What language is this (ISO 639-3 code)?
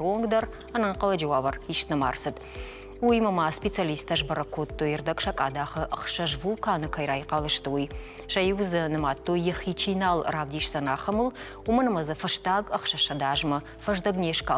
oss